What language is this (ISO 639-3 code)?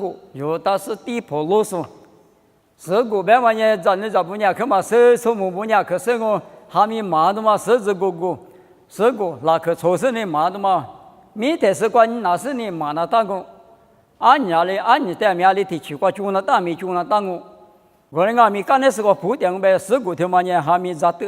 lis